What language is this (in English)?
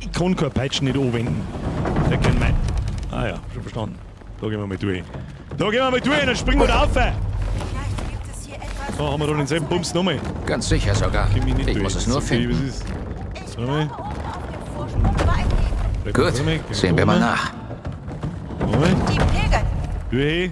Bavarian